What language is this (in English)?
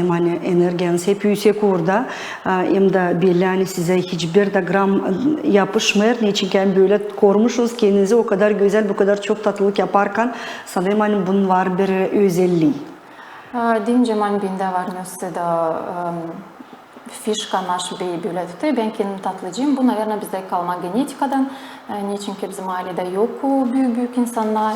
Gagauz